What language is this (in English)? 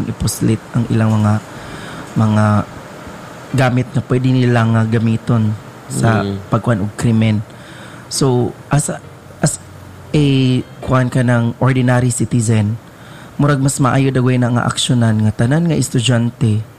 Cebuano